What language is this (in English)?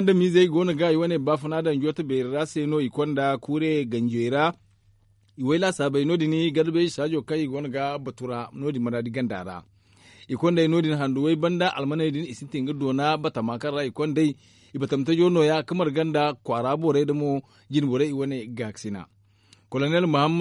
Zarma